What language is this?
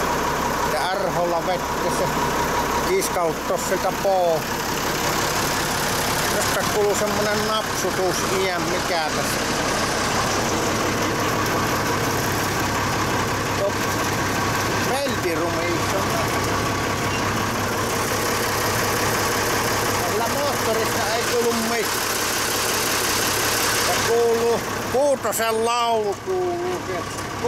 Finnish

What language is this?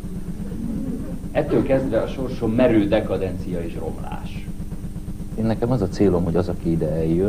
Hungarian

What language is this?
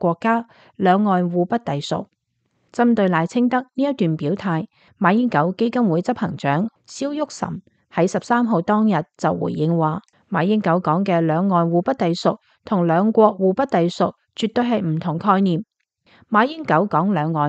Cantonese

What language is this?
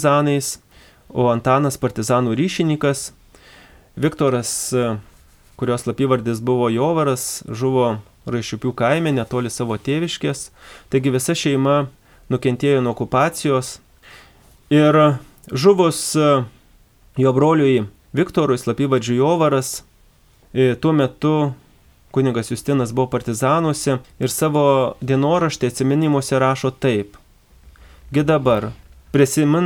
Lithuanian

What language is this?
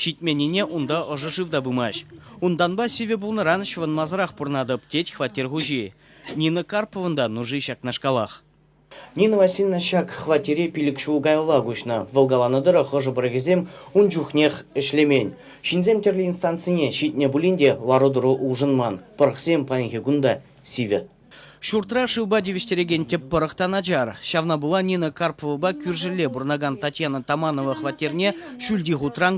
Chuvash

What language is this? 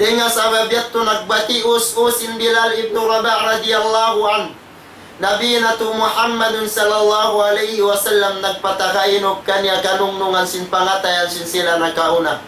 Tausug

